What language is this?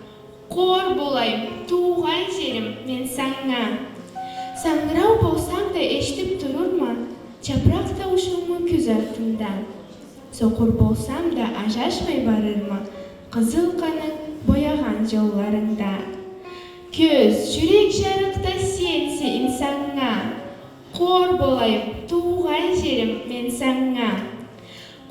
Karachay-Balkar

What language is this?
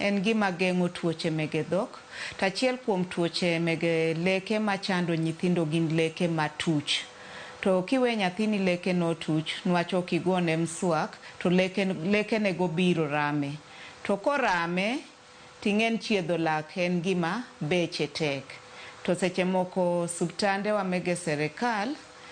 Luo (Kenya and Tanzania)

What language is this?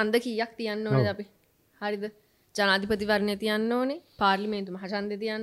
Sinhala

